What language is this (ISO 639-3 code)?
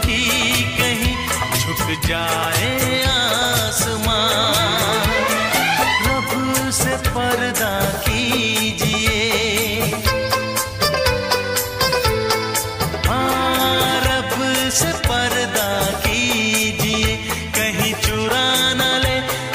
hin